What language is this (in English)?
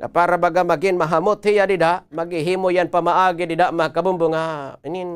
Waray